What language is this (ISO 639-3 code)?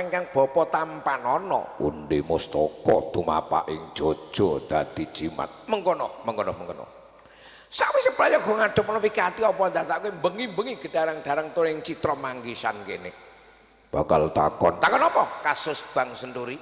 jav